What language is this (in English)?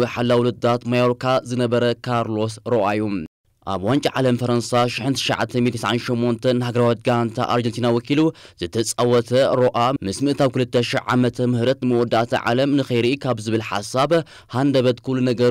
Tigrinya